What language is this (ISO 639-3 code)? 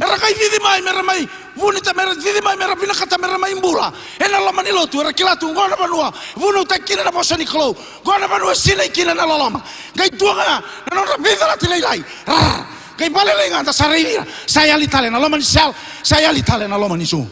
fij